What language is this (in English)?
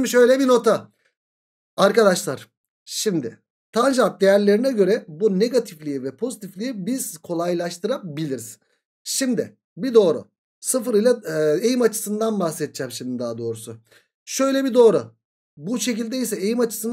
Turkish